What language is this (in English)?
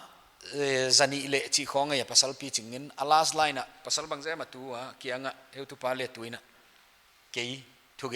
Paite Chin